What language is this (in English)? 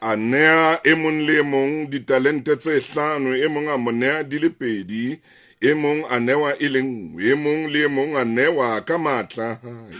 Southern Sotho